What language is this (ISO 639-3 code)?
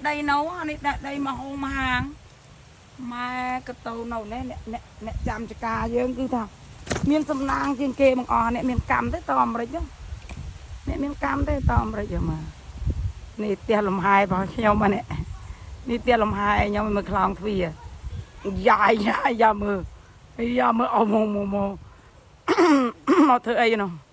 khm